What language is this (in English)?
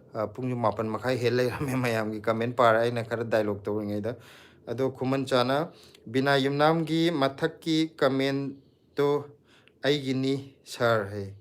Manipuri